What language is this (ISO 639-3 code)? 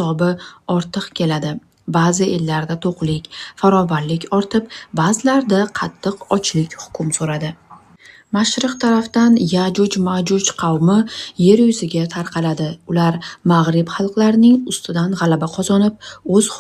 uzb